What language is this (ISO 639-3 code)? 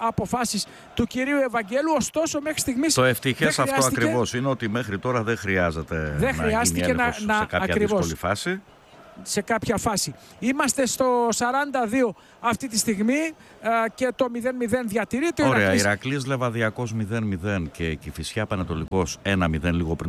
ell